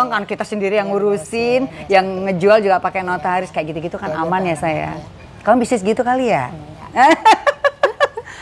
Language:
Indonesian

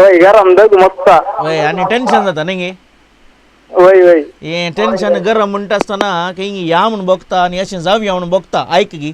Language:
Konkani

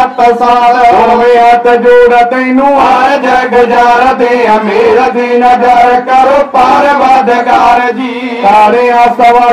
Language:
Punjabi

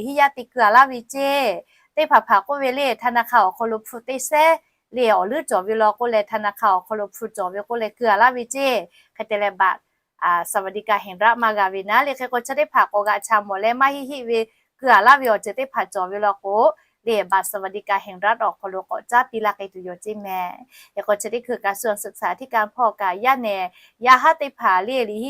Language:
Lahu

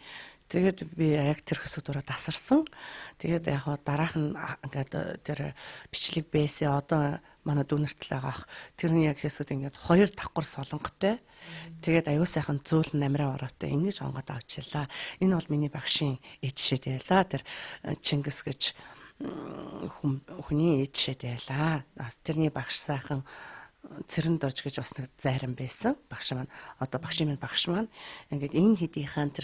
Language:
Mongolian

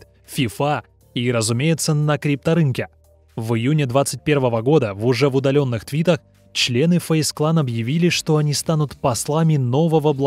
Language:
Russian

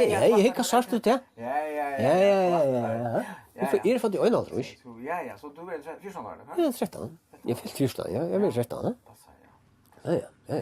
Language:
Faroese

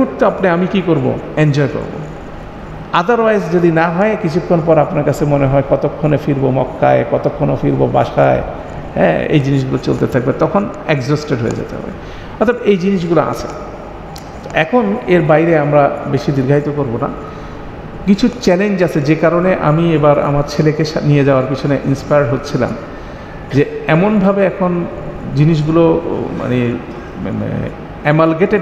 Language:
Bangla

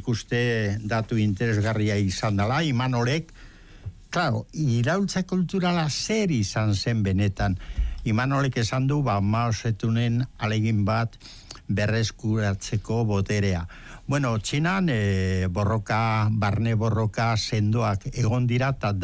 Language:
Basque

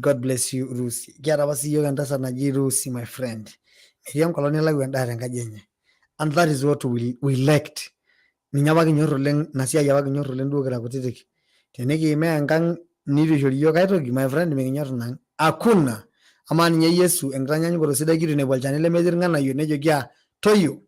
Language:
Masai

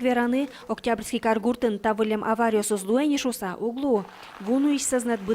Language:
Udmurt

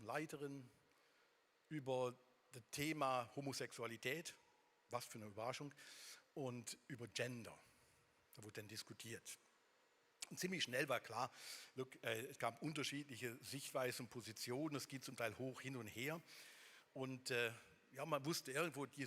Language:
Swiss German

